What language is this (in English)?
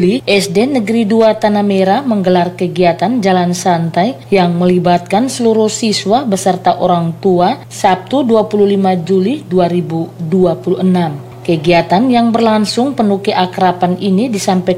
Indonesian